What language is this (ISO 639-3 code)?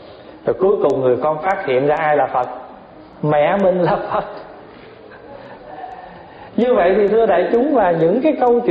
vie